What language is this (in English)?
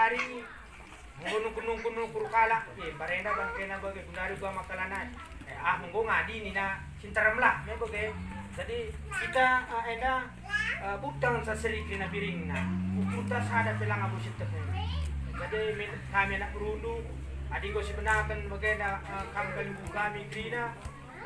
Batak Karo